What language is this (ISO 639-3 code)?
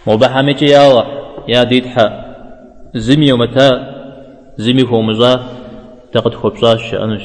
kbd